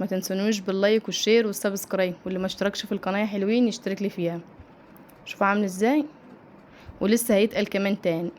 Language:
Egyptian Arabic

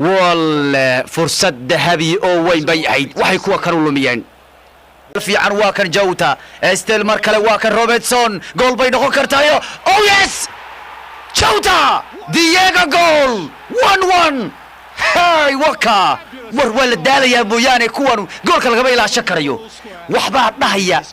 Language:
Somali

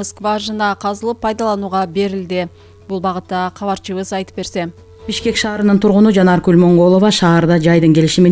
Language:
Kyrgyz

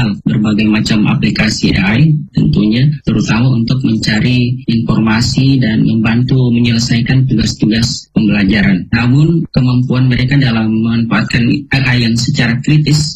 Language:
Indonesian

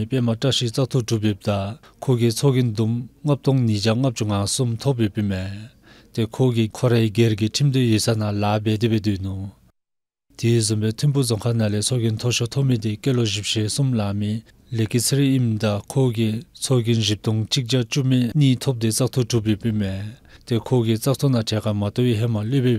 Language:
Dzongkha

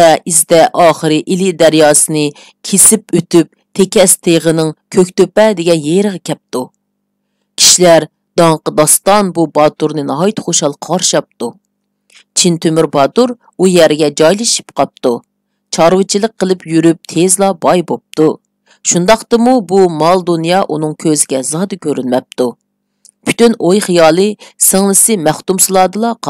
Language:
Uyghur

